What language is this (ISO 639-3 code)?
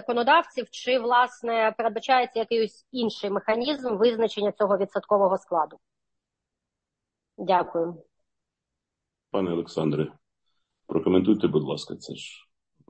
ukr